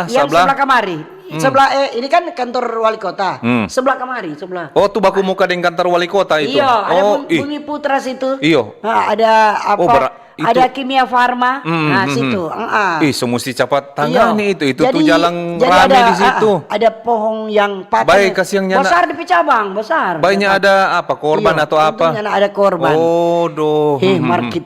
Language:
Manado Malay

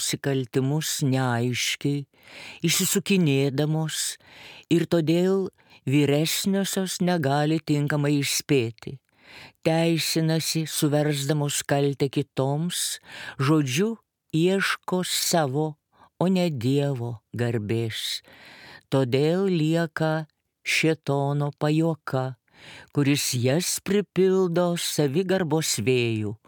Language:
Lithuanian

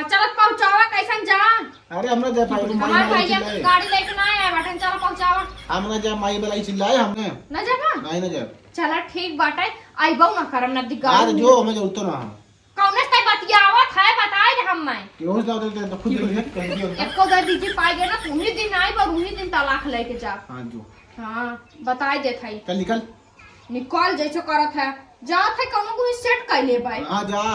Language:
Awadhi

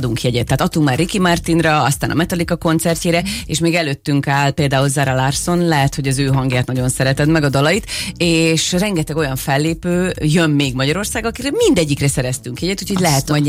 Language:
Hungarian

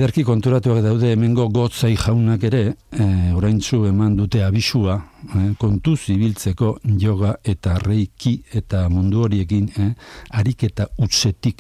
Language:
Basque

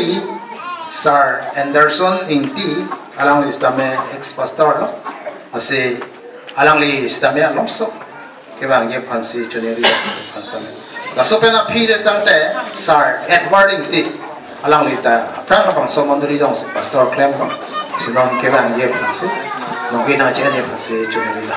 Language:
Karbi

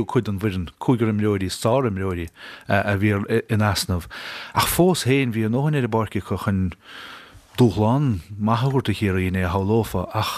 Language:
Irish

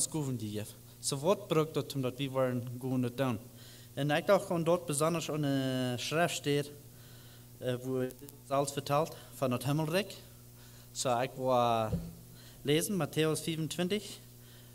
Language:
Plautdietsch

